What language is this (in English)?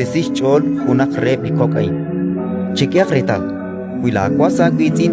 Kekchí